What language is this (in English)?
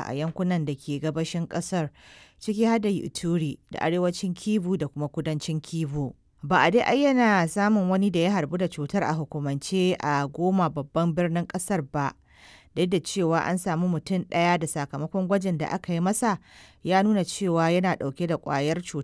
Hausa